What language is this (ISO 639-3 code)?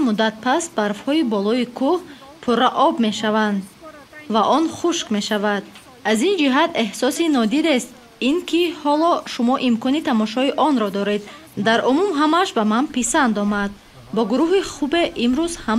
tgk